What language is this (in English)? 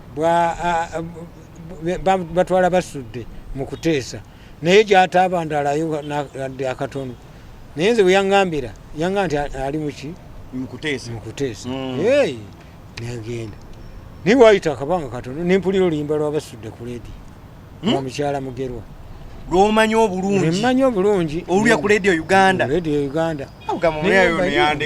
Ganda